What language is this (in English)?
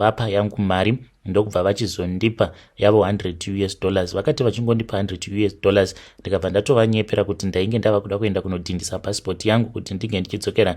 Shona